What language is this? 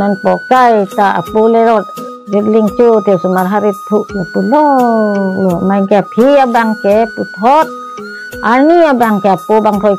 Karbi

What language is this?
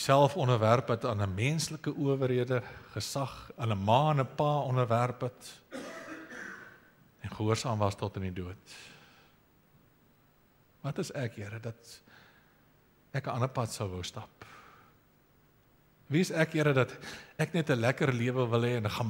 Afrikaans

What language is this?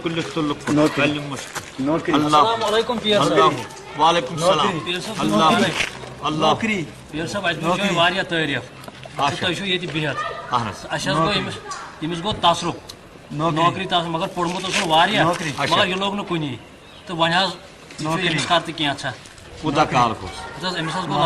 Kashmiri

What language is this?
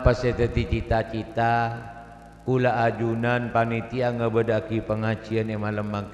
Madurese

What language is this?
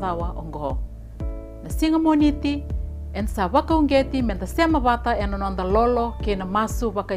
Fijian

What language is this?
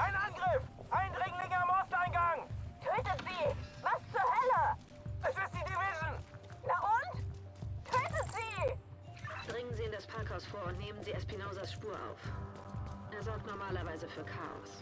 Bavarian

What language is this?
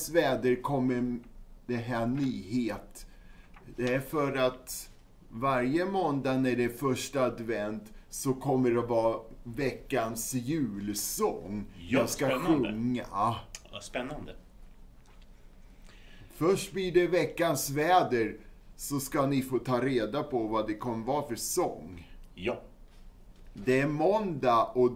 Swedish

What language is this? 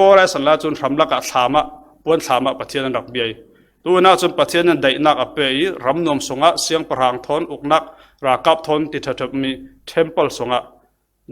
Falam Chin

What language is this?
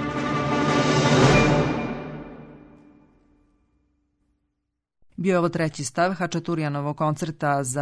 Serbian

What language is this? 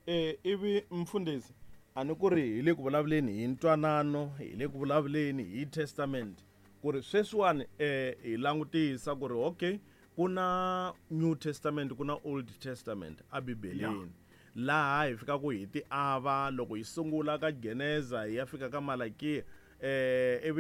Tsonga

